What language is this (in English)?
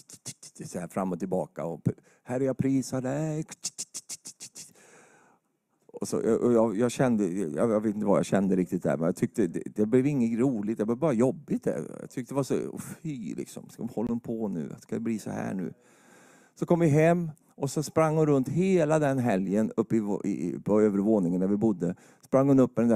Swedish